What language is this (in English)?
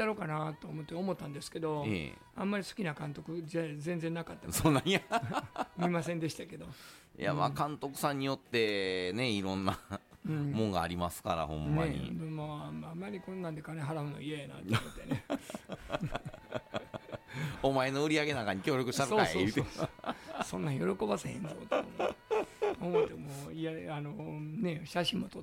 Japanese